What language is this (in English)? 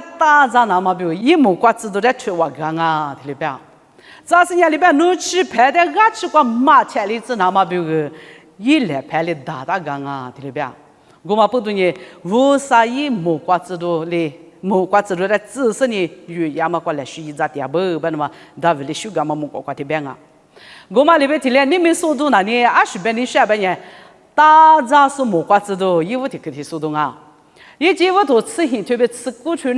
Lisu